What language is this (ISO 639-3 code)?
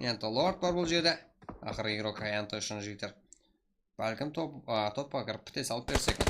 kaa